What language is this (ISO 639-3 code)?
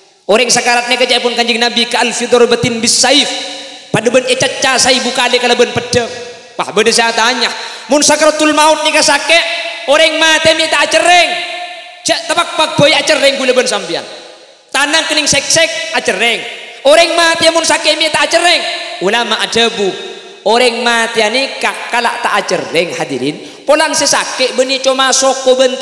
mad